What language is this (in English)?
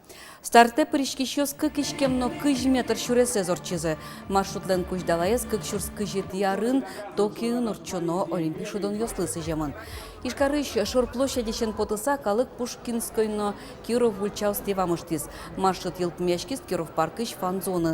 Udmurt